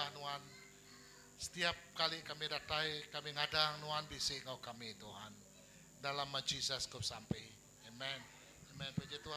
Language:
Iban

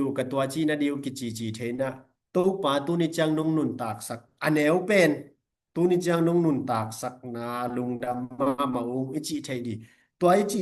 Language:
Tedim Chin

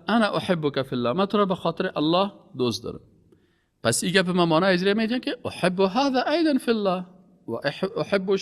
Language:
Persian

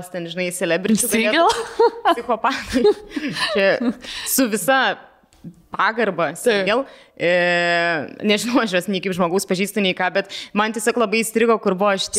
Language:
Lithuanian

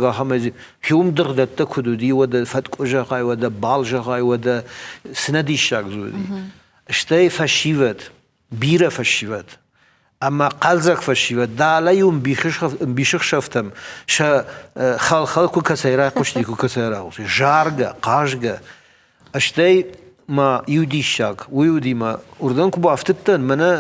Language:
Ossetic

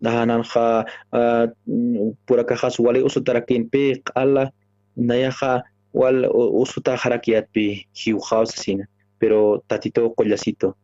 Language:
Aymara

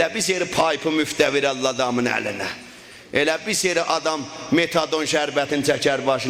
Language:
South Azerbaijani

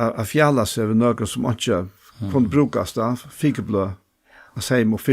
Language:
Faroese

